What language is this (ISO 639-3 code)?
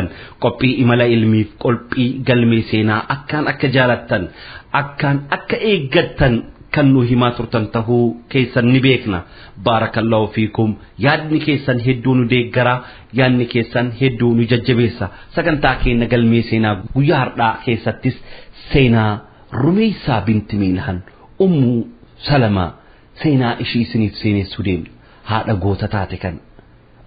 orm